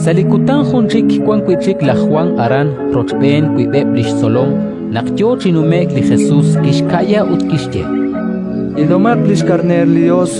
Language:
Kekchí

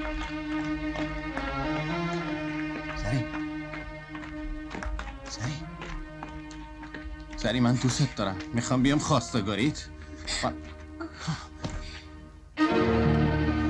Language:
Persian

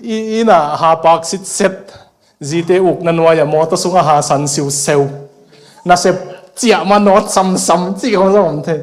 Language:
Tedim Chin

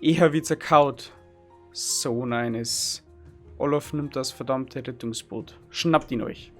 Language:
Bavarian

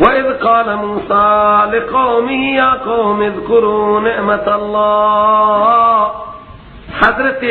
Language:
Persian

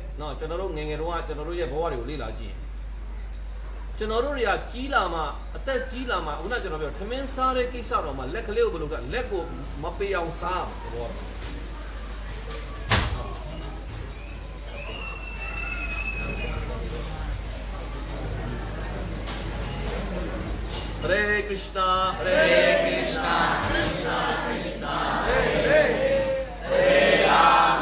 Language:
Burmese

